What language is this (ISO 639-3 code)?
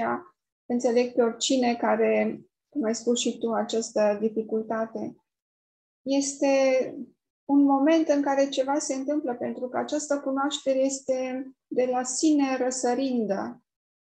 ron